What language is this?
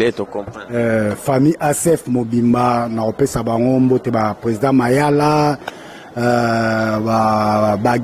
Lingala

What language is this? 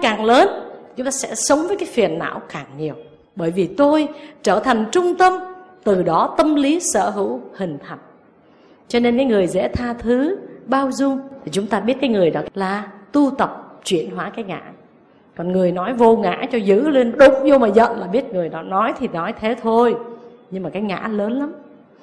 Vietnamese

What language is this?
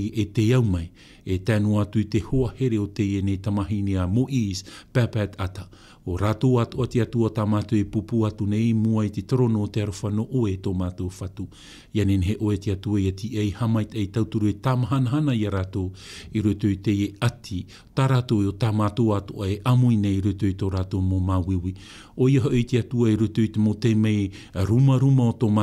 Tahitian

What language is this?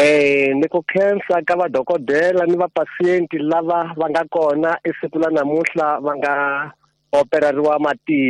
Tsonga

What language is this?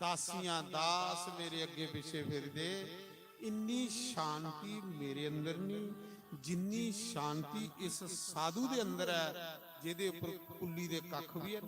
Dogri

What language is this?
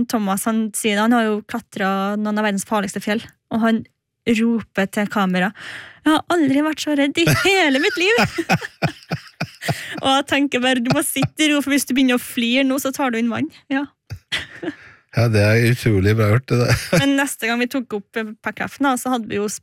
Norwegian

